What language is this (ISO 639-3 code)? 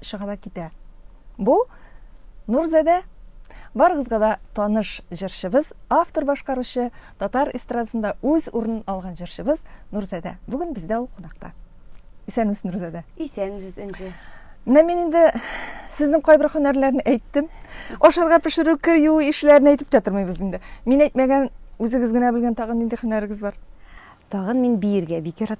tat